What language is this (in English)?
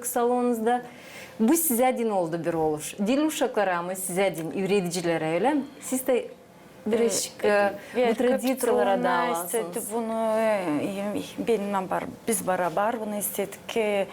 Gagauz